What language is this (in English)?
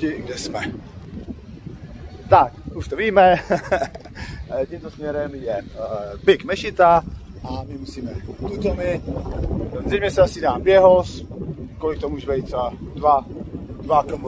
Czech